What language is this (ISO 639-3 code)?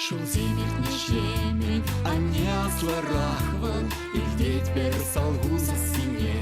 chv